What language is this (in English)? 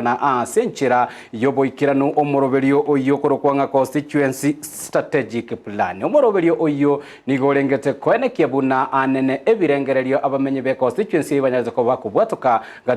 Gusii